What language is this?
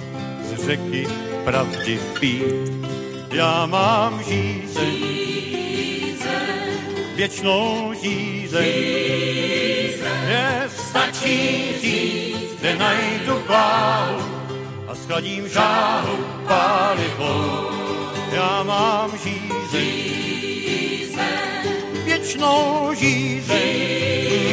Czech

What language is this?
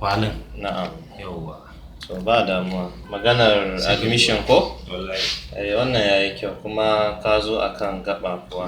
Hausa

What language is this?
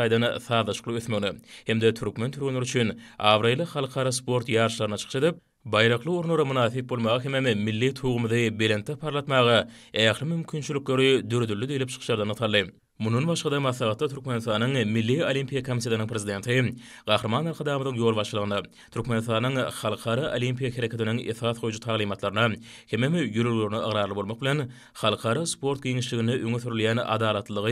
Turkmen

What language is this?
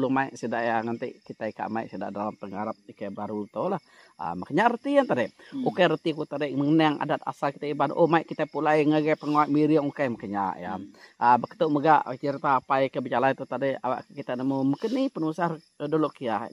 Iban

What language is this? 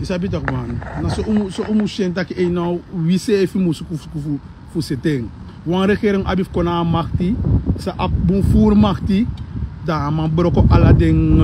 Sranan Tongo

